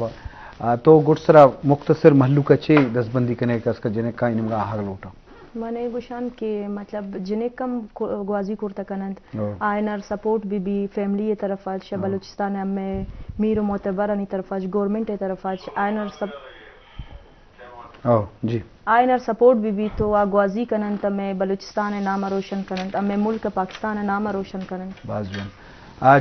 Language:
Eastern Balochi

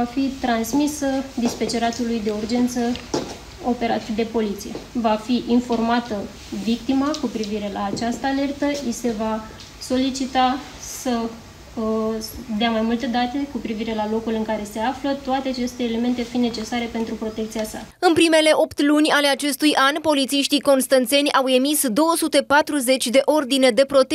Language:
Romanian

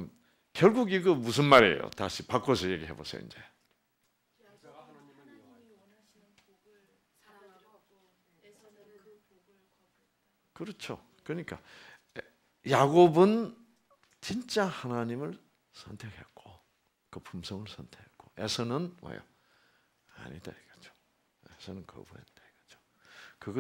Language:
Korean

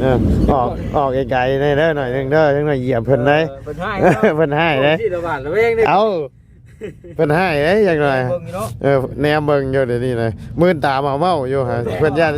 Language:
Lao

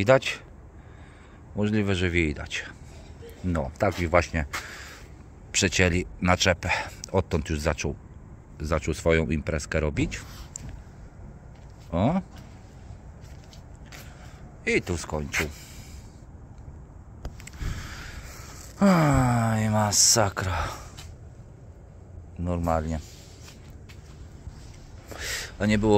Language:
Polish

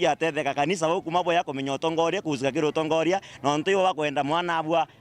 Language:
Meru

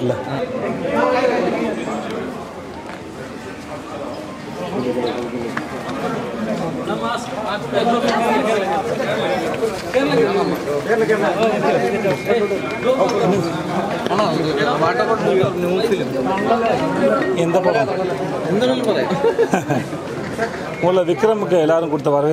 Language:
Tamil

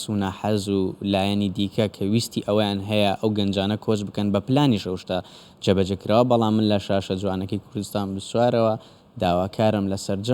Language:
Central Kurdish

